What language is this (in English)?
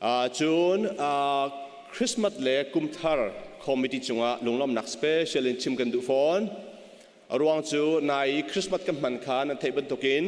Hakha Chin